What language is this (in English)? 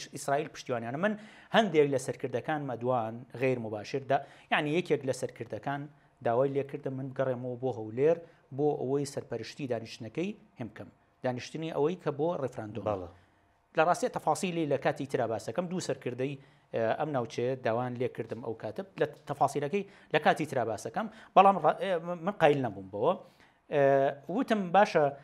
Central Kurdish